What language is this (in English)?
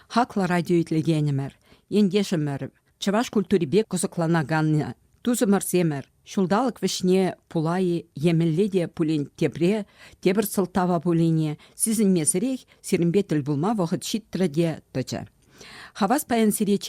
Chuvash